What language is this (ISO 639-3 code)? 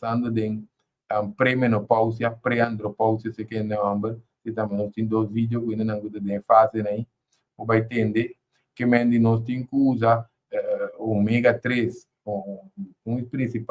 pap